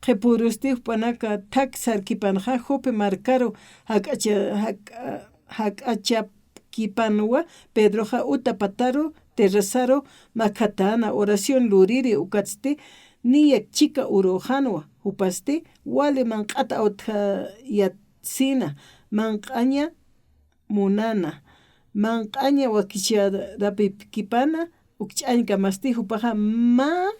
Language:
Aymara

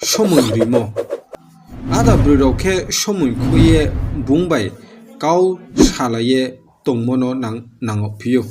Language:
Riang (India)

